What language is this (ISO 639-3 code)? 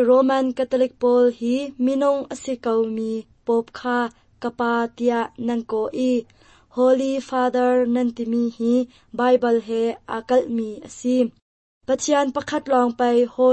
cnh